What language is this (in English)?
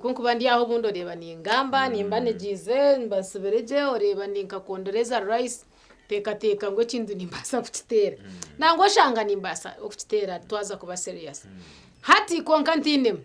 Nyankole